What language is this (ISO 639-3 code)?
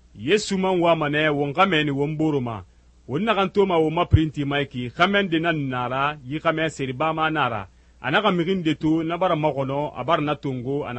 sus